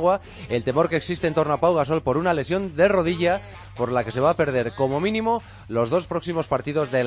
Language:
Spanish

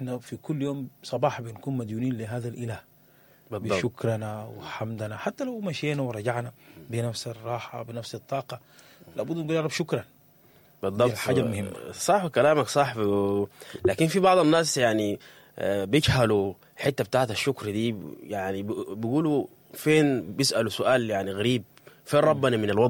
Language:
Sudanese Arabic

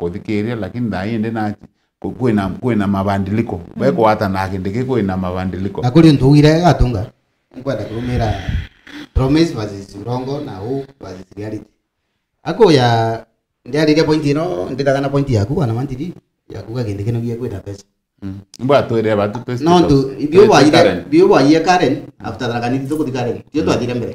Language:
Meru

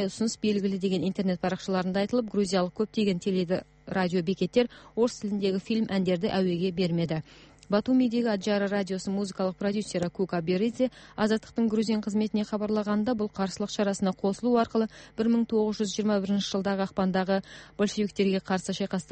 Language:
Kyrgyz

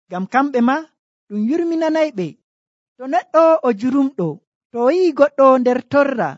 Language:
Nigerian Fulfulde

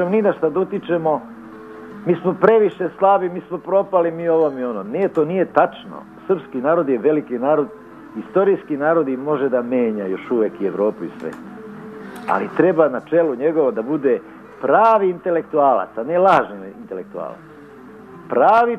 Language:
Serbian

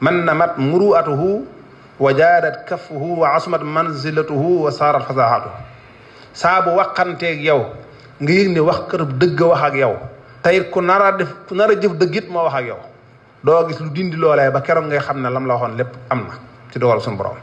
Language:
Wolof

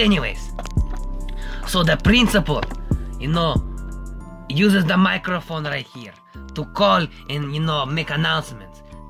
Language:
English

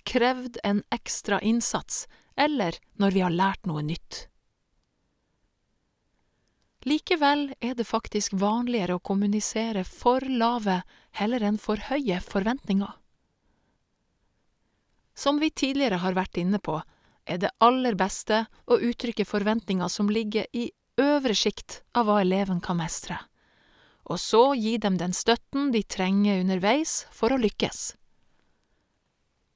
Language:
Norwegian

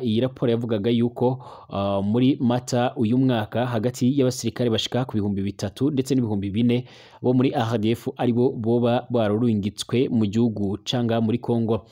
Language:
Rundi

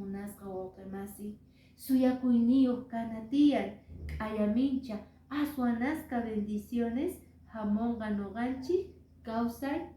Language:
Quechua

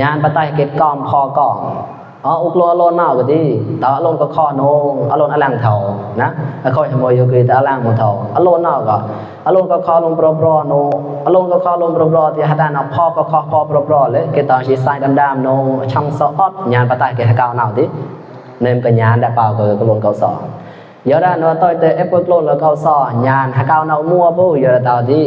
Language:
Mon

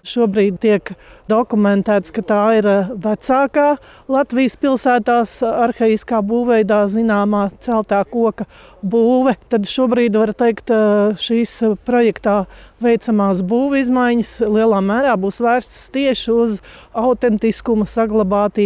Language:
Latvian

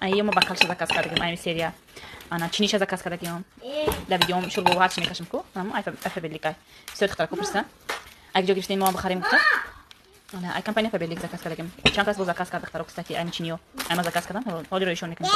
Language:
Tajik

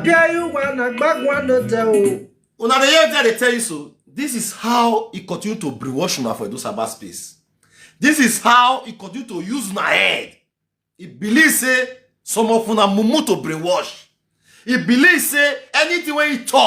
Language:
Nigerian Pidgin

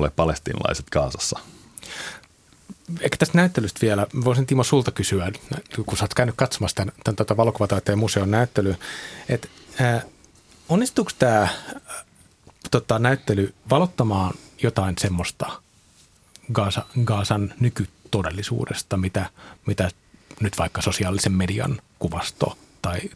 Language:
Finnish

